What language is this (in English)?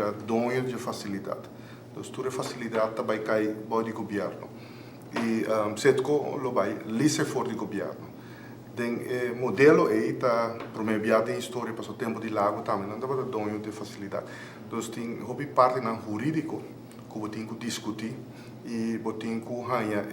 Papiamento